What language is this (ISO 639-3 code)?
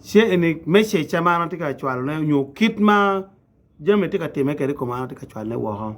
ach